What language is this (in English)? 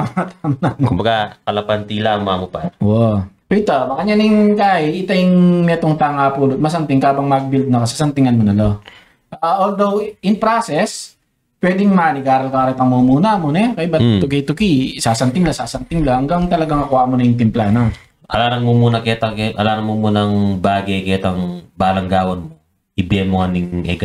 Pampanga